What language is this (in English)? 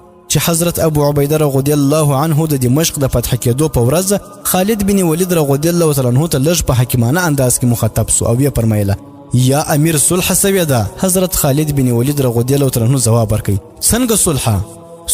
Pashto